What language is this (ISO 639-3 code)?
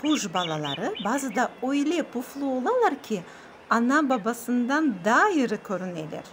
crh